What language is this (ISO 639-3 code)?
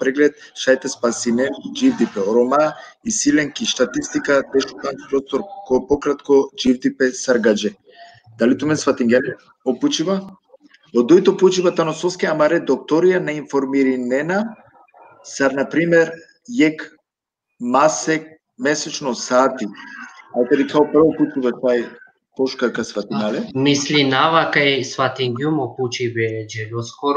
rmn